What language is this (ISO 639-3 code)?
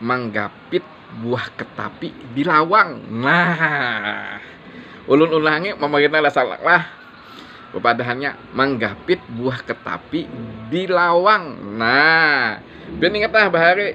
bjn